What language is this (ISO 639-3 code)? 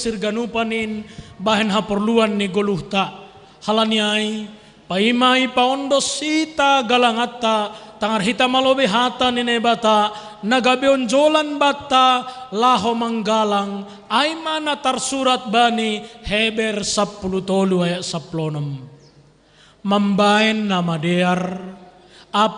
bts